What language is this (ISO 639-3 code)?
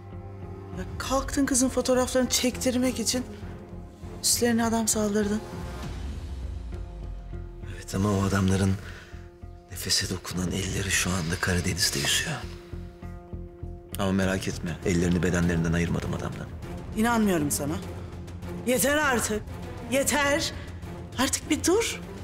tur